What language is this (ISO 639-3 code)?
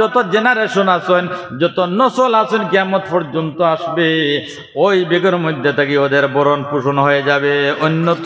syl